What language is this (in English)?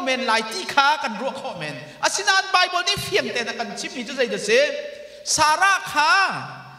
Hakha Chin